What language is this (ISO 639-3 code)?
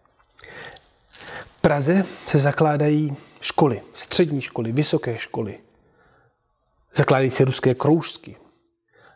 ces